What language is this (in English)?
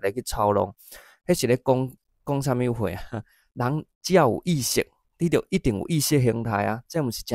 Min Nan Chinese